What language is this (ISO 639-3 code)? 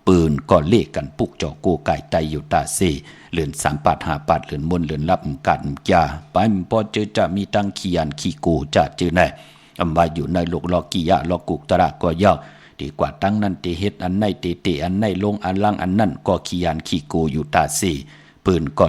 shn